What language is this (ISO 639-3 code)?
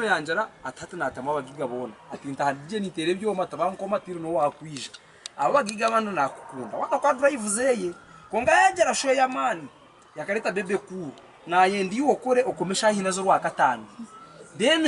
nyn